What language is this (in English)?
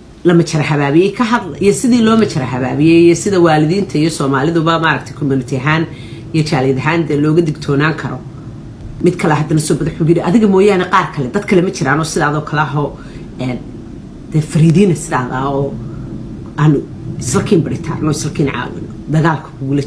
Somali